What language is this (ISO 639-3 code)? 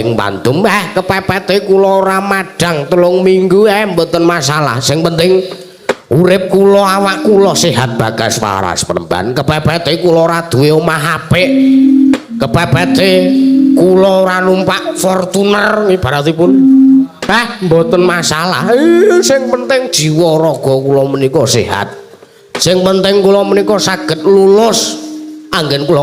jav